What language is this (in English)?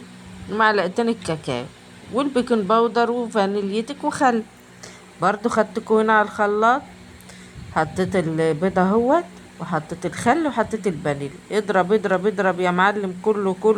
Egyptian Arabic